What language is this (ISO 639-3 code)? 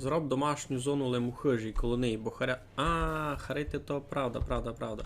rue